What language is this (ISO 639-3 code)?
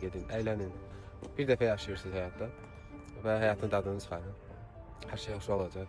aze